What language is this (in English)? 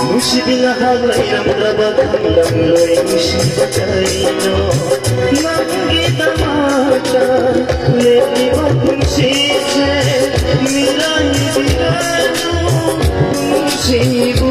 Manipuri